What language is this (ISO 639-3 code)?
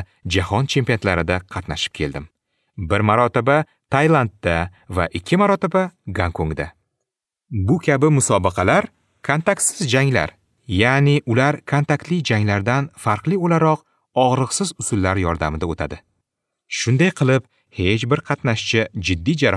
uzb